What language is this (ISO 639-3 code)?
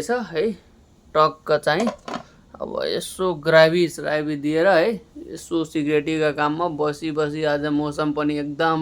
nep